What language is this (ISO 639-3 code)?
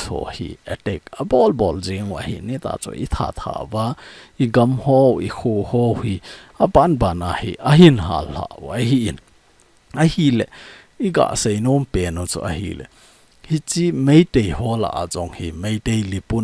tcz